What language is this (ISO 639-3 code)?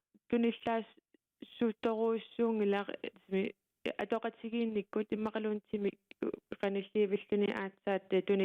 kal